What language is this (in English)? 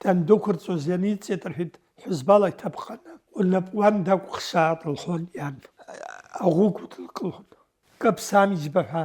Abkhazian